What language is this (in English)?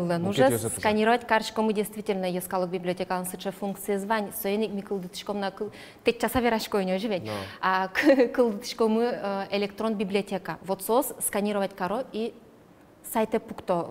Udmurt